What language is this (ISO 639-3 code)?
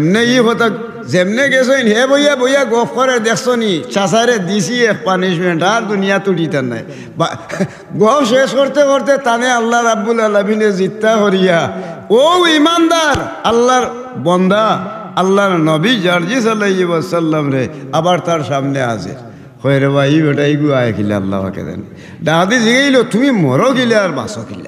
syl